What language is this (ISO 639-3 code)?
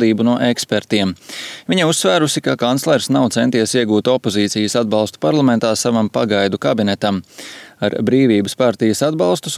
lav